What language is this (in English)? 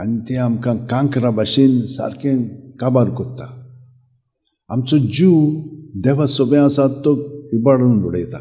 Konkani